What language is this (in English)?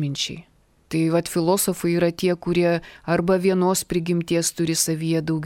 Lithuanian